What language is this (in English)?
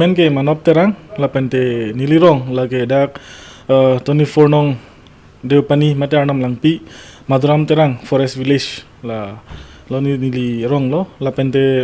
Karbi